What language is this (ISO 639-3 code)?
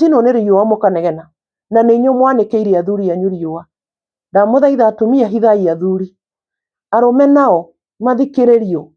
kik